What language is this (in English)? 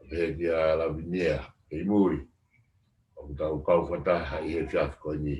Tongan